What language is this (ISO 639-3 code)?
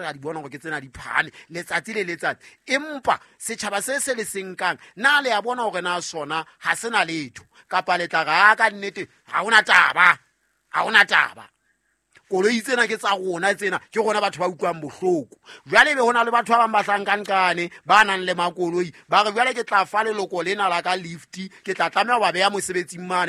sot